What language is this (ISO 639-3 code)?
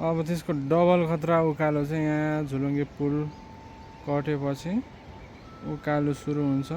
nep